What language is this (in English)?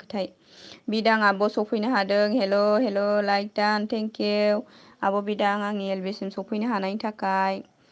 Bodo